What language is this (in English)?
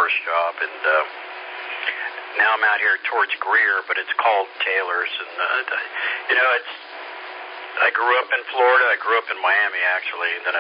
English